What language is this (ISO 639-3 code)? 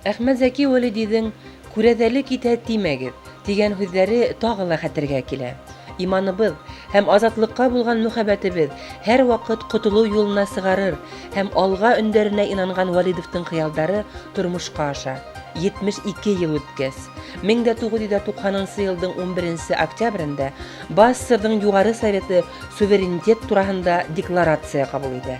bak